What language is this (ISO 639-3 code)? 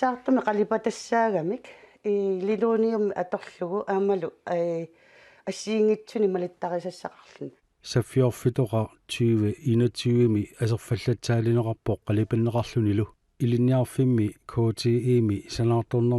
kal